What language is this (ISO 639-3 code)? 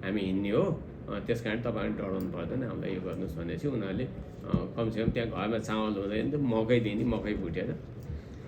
nep